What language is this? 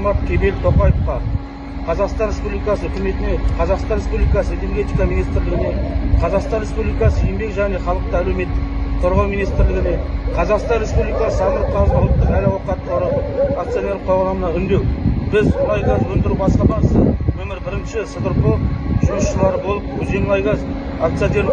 Kazakh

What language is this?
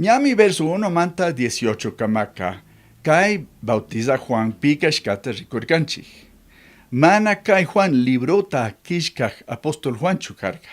Chimborazo Highland Quichua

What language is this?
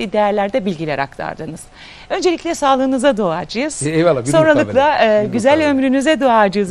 Turkish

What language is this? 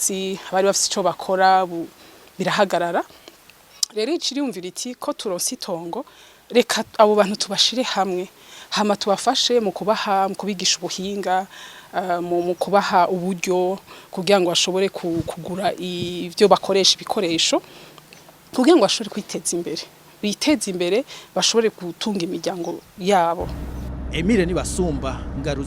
Rundi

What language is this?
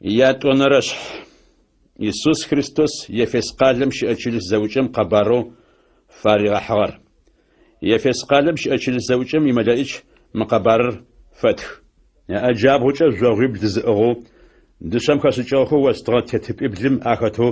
Adyghe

